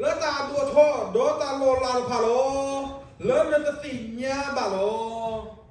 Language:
S'gaw Karen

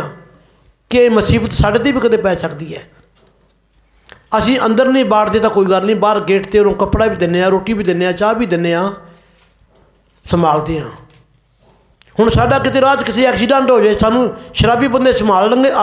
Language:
Punjabi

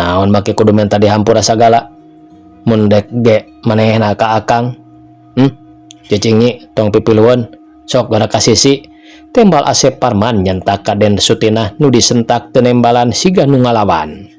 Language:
Sundanese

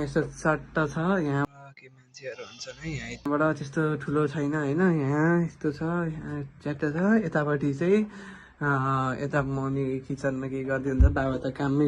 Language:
Nepali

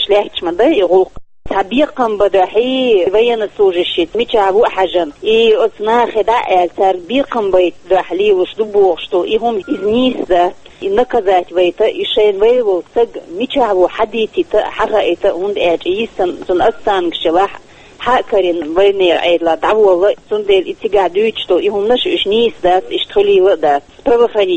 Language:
Chechen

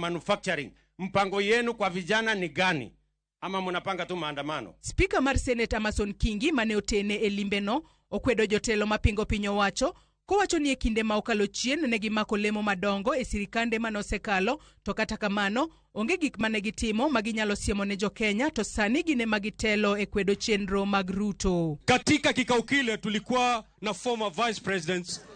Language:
Luo (Kenya and Tanzania)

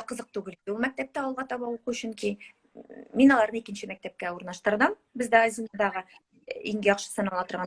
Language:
Tatar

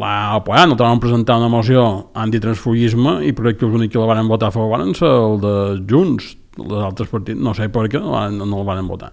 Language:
Catalan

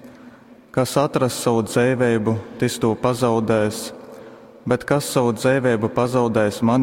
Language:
Latgalian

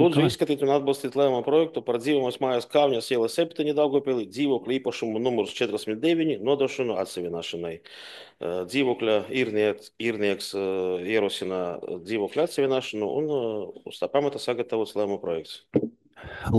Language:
Latvian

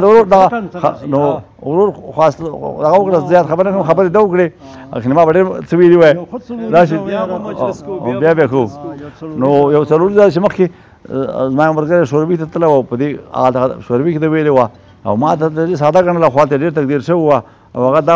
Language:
Pashto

